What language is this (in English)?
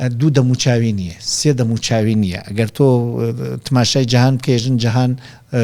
Central Kurdish